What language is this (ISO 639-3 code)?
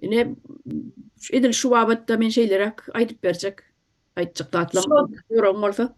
tuk